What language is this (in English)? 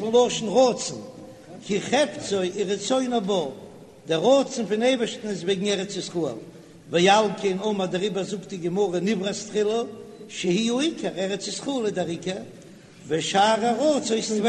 Yiddish